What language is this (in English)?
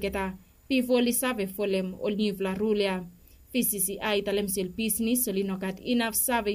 Bislama